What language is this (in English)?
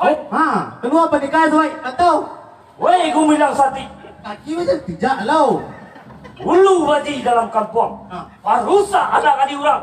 Minangkabau